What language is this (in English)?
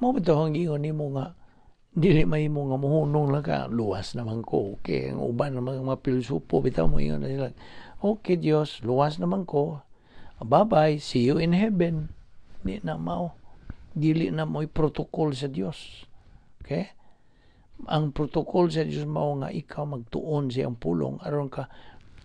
Cebuano